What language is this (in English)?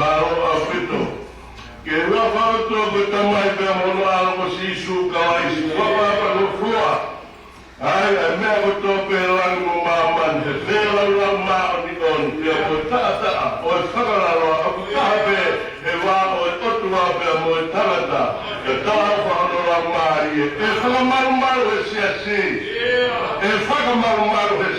Tongan